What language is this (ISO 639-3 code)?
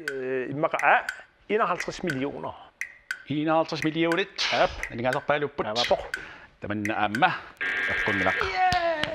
kal